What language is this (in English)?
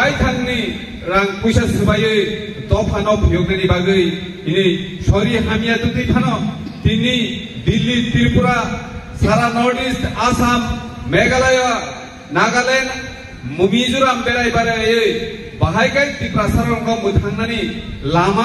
Kok Borok